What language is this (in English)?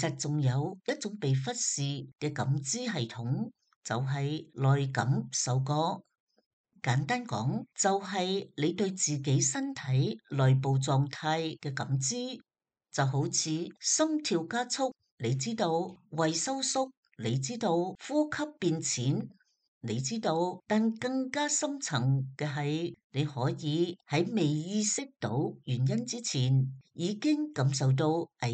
Cantonese